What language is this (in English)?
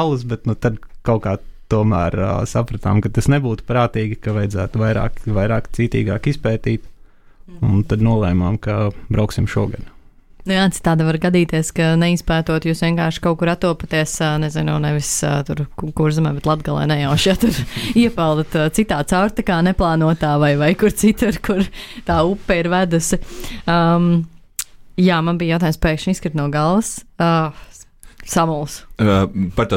Latvian